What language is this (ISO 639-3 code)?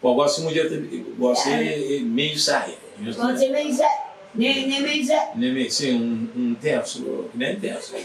kea